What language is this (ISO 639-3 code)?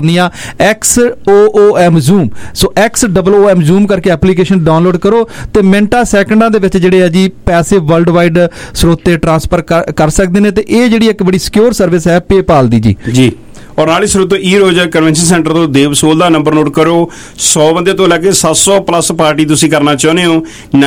pan